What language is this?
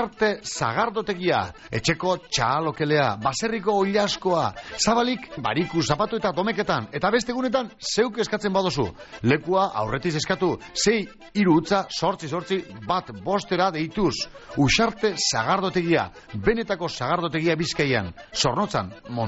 Basque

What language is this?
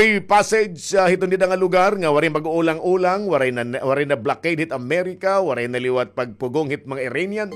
Waray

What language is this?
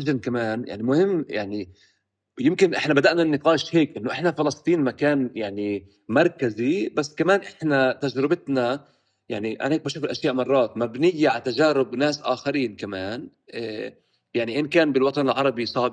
North Levantine Arabic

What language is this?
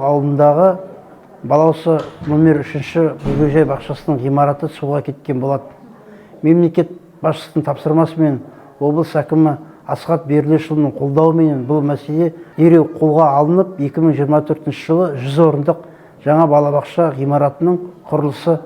Kazakh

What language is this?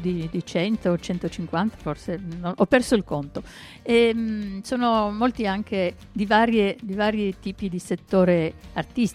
Italian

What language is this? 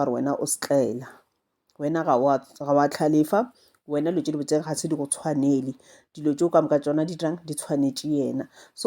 Northern Sotho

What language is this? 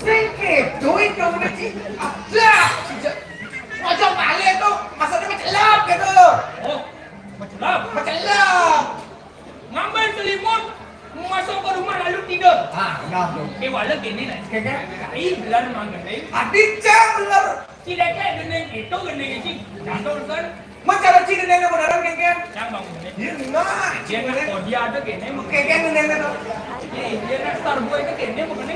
Balinese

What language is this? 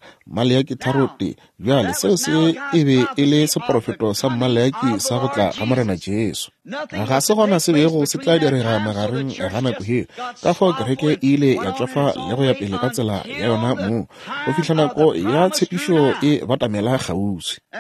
Northern Sotho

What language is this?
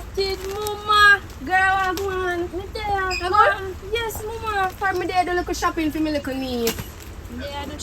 Jamaican Creole English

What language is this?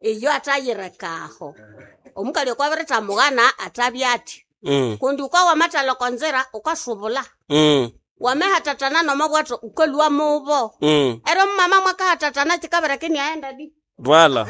Nande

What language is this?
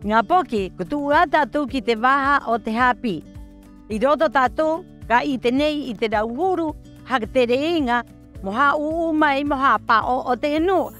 Rapanui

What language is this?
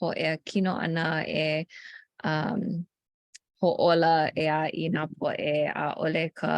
Hawaiian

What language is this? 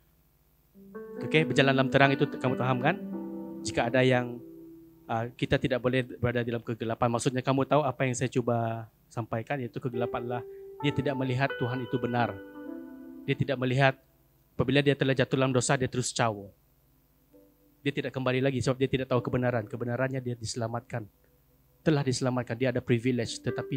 Malay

